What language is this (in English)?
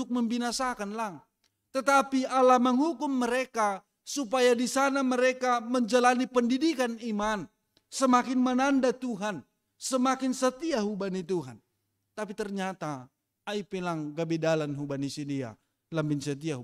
Batak Simalungun